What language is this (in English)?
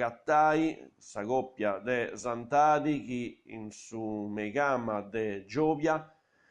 Sardinian